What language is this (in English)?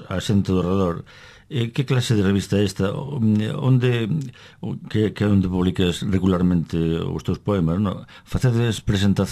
Galician